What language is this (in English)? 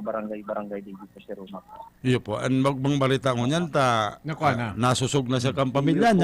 Bikol